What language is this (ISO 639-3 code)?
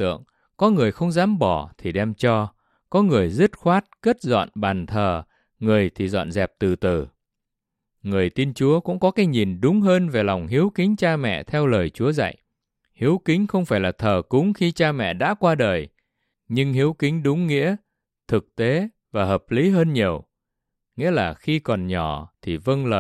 vie